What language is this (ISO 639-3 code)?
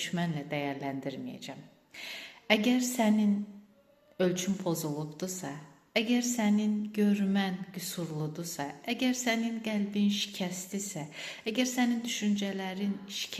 aze